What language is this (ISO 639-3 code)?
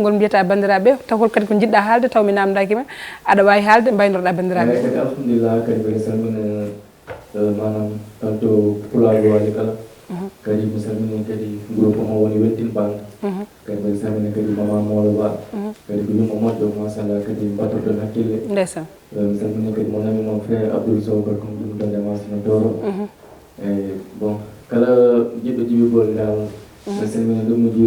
ful